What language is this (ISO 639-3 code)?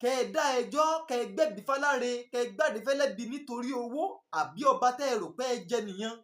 yor